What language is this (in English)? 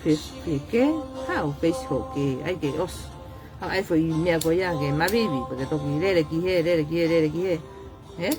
Tongan